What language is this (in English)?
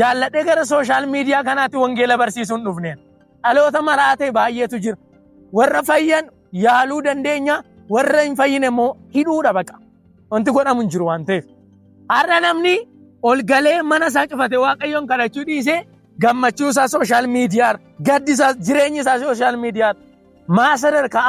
Oromo